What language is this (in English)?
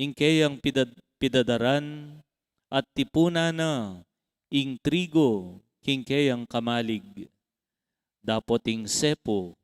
Pampanga